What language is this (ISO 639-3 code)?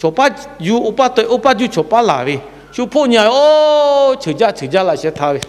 lhu